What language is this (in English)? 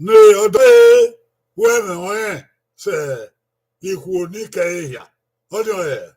Bini